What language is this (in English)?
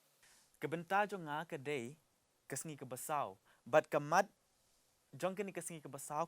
Khasi